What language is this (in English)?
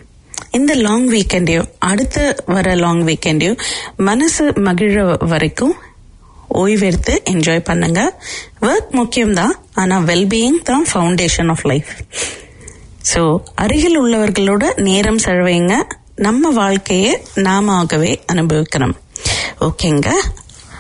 Tamil